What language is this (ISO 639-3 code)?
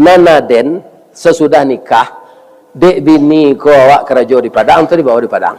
min